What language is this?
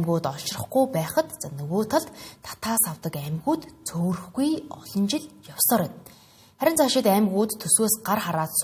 Mongolian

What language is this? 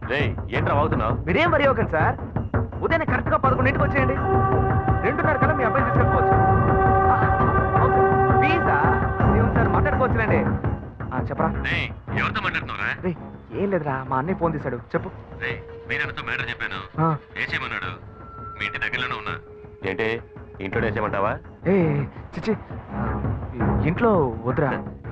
Telugu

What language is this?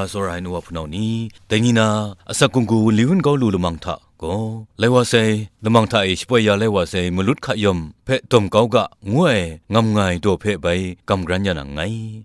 Kachin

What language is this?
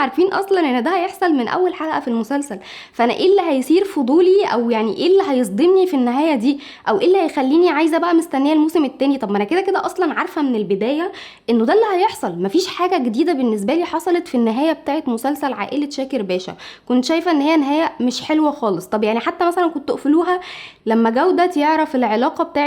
Egyptian Arabic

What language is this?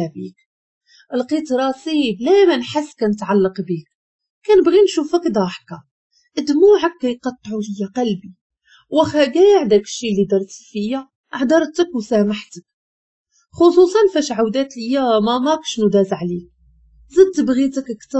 Moroccan Arabic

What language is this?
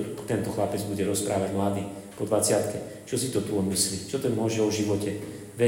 Slovak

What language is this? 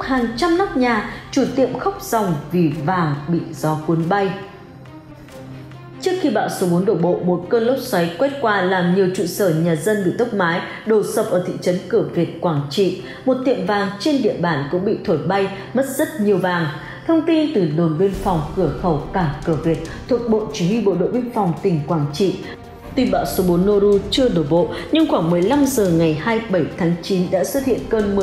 Vietnamese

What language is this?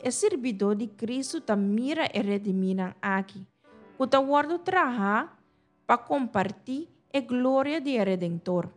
Papiamento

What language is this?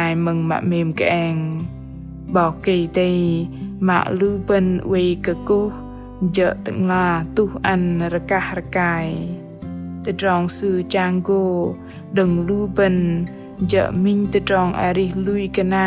Bahnar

